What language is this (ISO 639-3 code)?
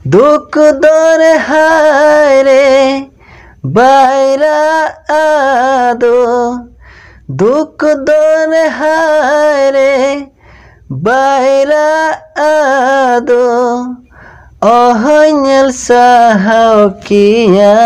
sat